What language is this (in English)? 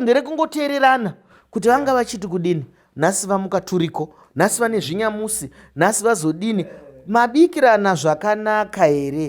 Shona